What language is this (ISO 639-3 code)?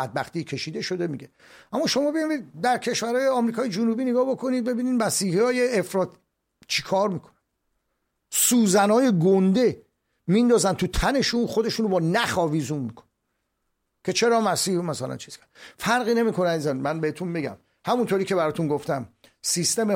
fas